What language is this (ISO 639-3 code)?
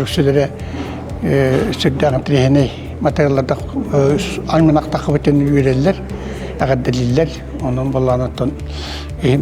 sah